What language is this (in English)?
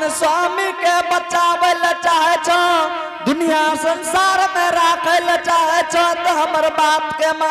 Angika